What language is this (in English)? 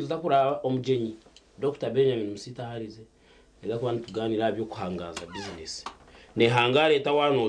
Nyankole